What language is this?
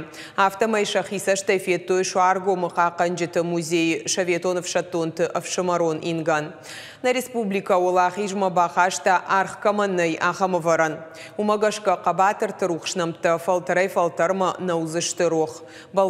Ossetic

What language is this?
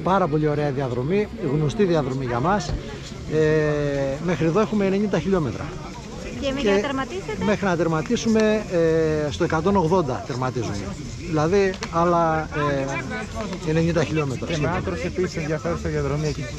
Greek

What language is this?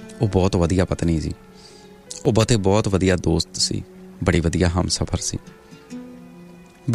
Punjabi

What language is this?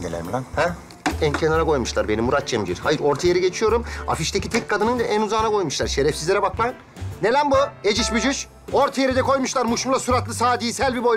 Turkish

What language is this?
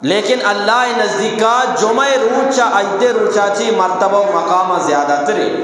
Eastern Balochi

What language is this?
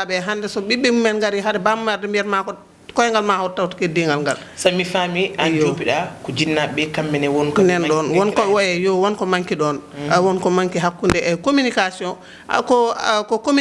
Fula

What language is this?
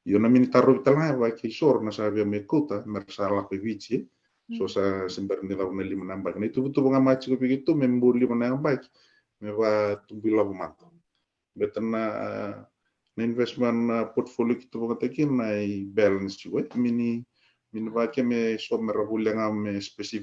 Fijian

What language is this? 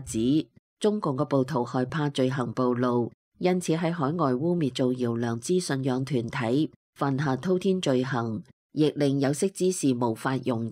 Cantonese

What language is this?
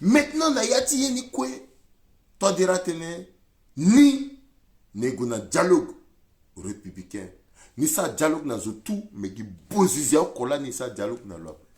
Sango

